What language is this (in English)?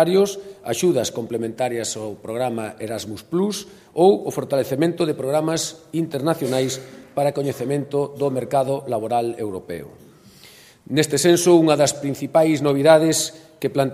Galician